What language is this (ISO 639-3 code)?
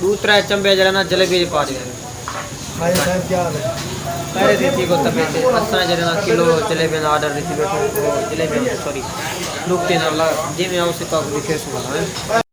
skr